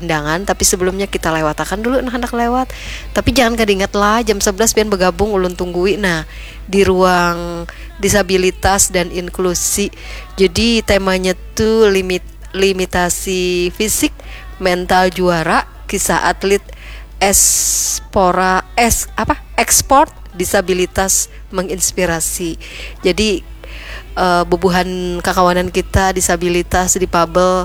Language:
Banjar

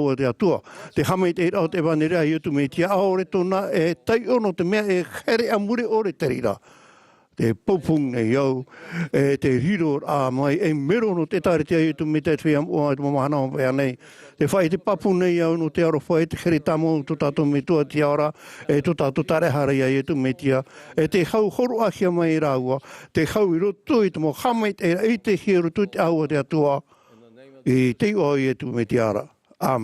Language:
Tahitian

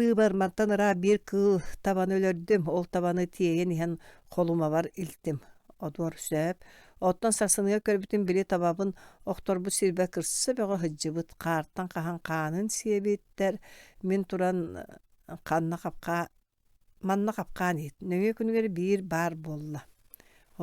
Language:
Yakut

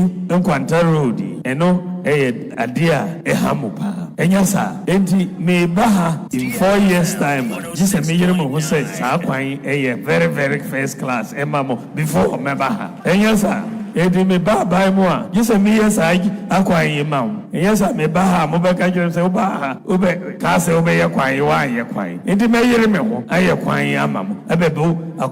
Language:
Akan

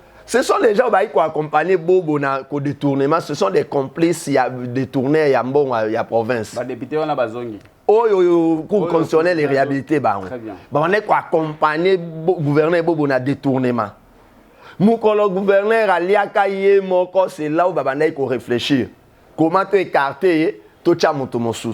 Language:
Lingala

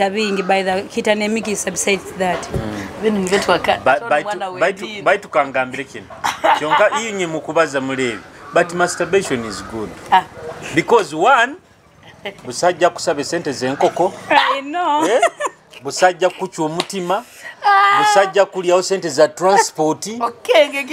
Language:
Nyoro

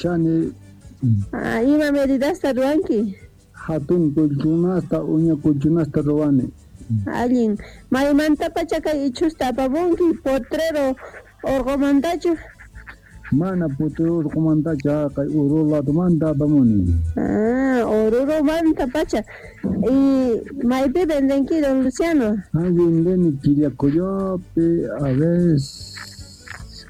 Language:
Quechua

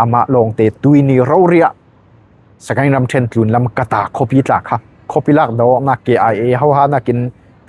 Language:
Falam Chin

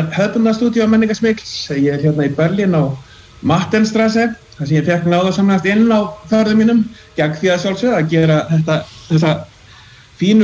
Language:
Icelandic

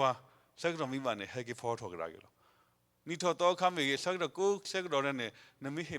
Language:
S'gaw Karen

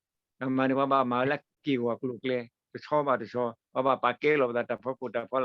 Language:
S'gaw Karen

